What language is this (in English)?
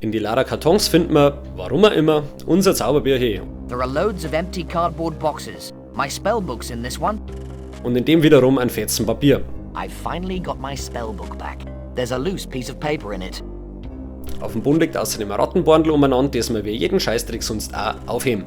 Bavarian